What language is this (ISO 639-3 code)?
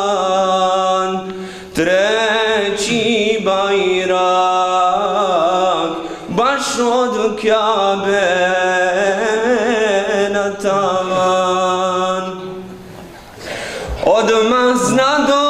bos